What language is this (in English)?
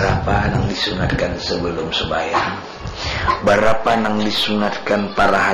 Banjar